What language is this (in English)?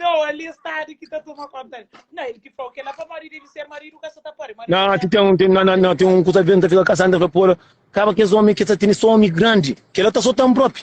Kabuverdianu